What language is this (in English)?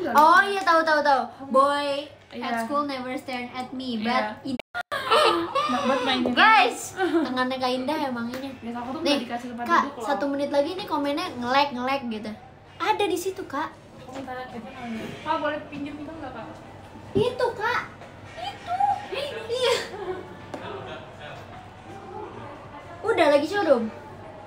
Indonesian